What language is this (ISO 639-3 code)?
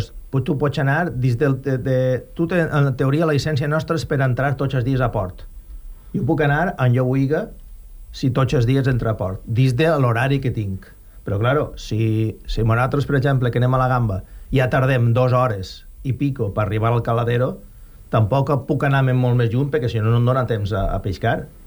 cat